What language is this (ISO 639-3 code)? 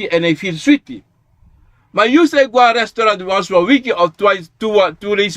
srn